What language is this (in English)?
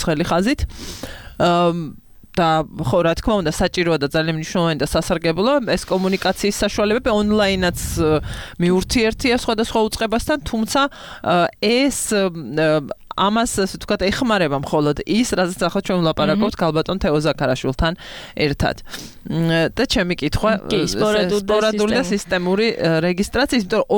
Georgian